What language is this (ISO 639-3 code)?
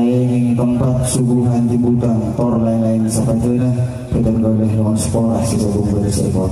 mad